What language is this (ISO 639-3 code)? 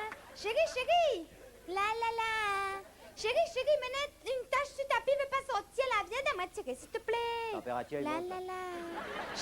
rcf